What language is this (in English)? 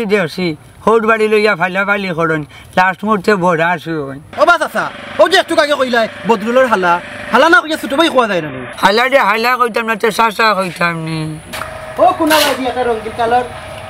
Sylheti